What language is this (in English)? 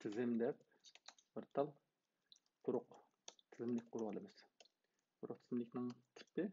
Uyghur